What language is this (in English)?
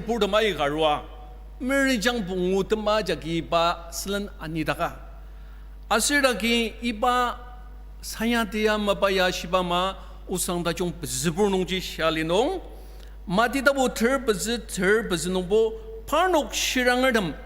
Ao Naga